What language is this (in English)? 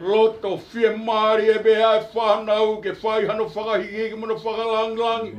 Tongan